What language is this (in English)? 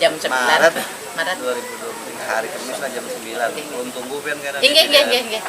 Banjar